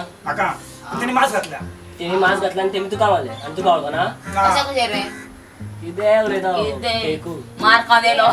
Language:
Konkani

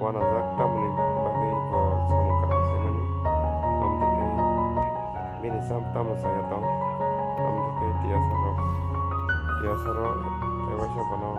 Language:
Kok Borok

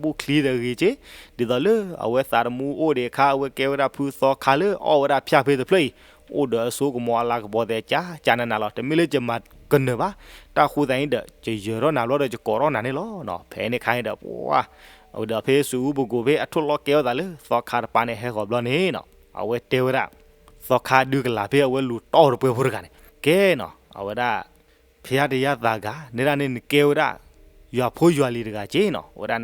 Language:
S'gaw Karen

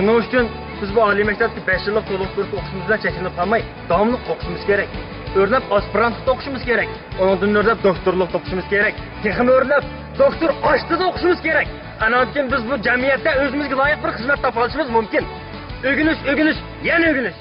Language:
Uyghur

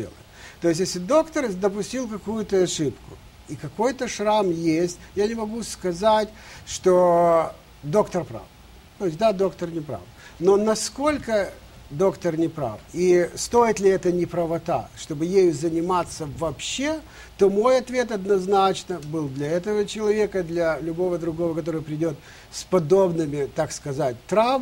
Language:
Russian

